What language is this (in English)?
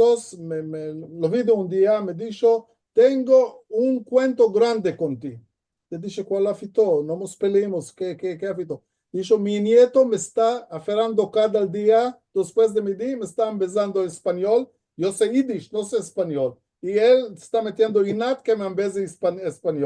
Ladino